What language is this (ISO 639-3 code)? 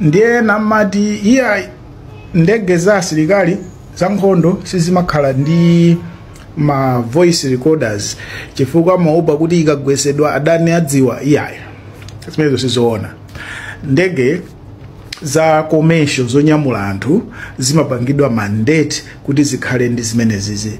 nya